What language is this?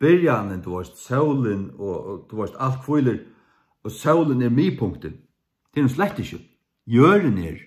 Faroese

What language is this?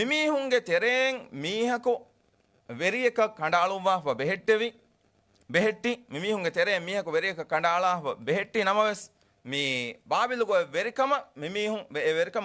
Divehi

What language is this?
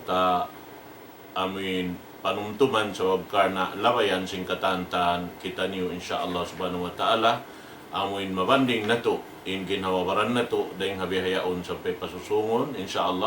Tausug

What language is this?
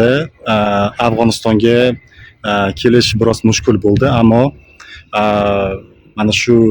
Uzbek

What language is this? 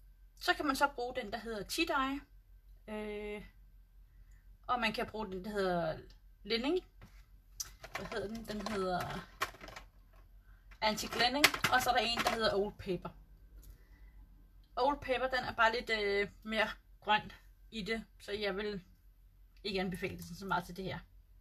Danish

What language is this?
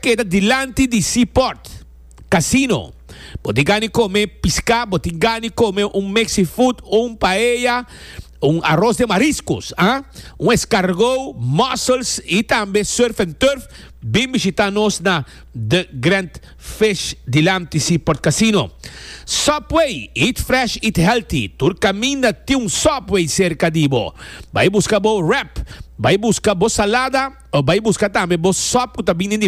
Papiamento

